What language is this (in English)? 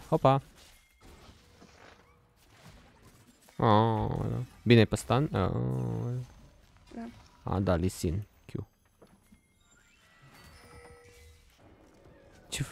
Romanian